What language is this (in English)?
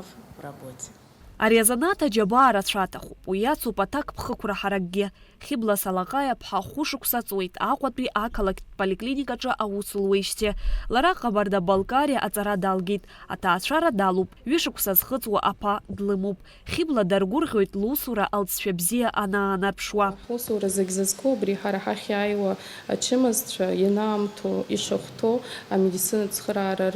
Abkhazian